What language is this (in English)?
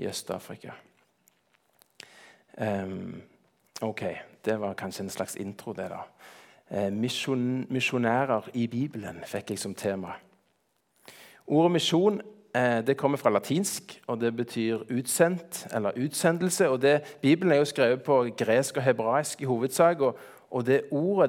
Norwegian